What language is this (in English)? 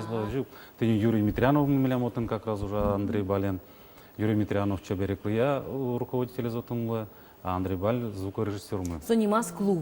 Udmurt